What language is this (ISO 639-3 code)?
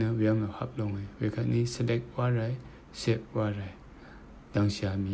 raw